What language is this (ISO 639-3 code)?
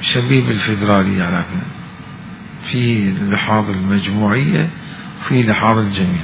acm